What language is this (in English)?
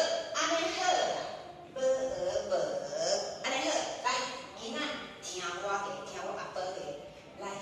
Min Nan Chinese